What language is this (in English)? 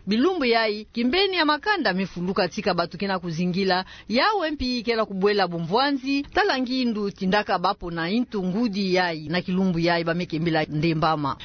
Kituba (Democratic Republic of Congo)